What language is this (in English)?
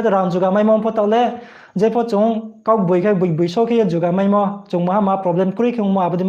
Riang (India)